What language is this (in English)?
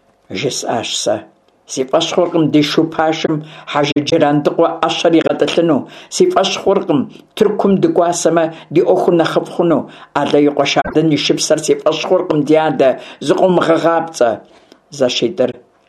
Kabardian